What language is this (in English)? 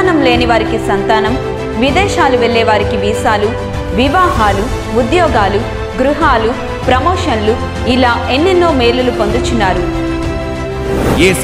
Telugu